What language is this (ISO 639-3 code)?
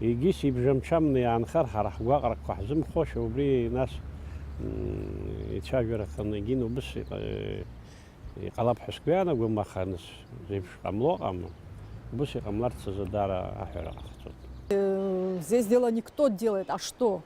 abk